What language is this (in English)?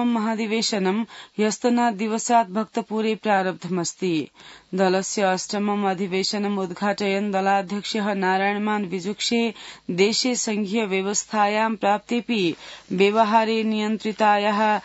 Sanskrit